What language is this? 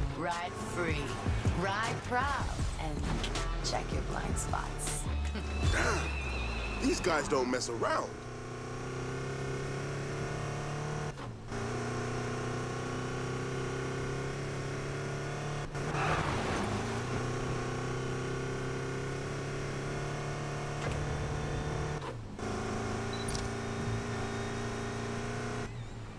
English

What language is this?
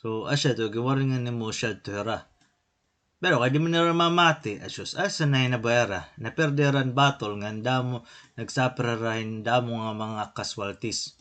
Waray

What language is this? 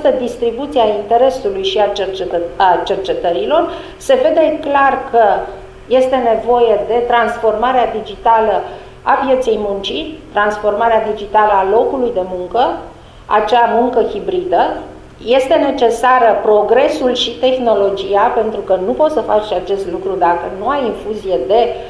Romanian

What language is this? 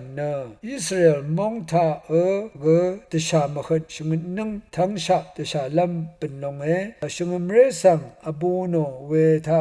Rawang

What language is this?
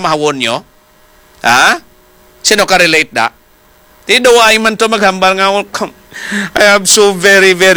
Hiligaynon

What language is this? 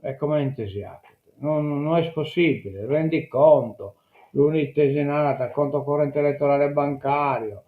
Sardinian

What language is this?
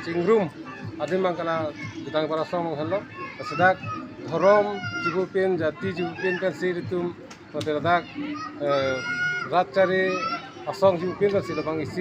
Karbi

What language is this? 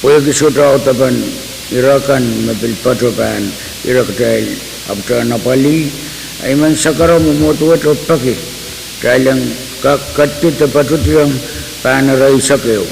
Pohnpeian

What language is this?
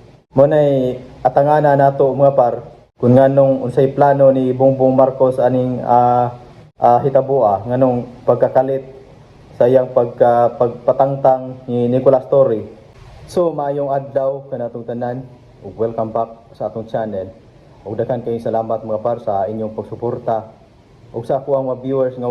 Cebuano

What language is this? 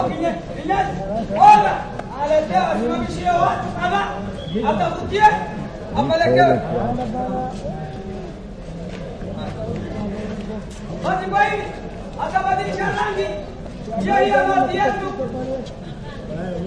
Swahili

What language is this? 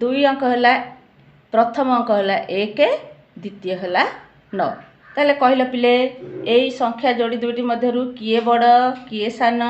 Odia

